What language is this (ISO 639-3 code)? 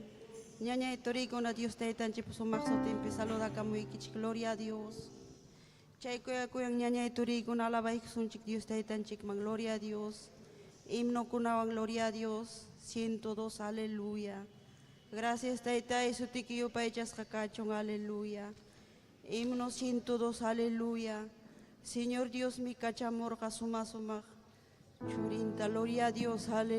quy